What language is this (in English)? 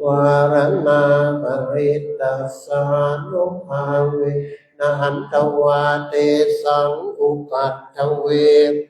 Pali